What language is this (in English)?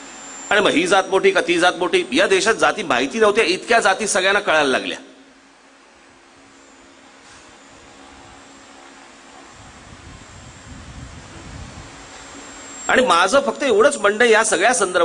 Marathi